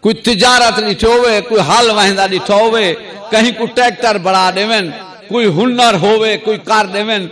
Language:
Saraiki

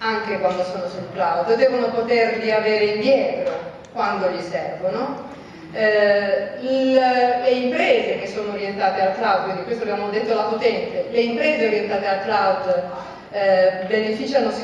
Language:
Italian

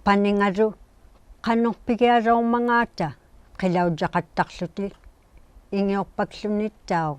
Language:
Inuktitut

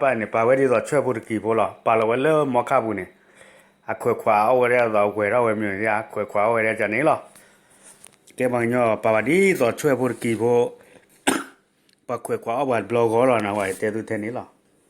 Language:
S'gaw Karen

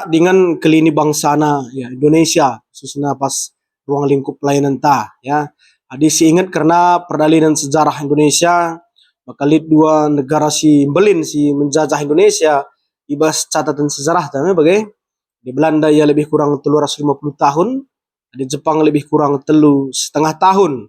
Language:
Batak Karo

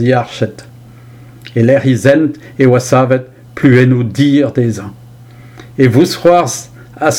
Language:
Breton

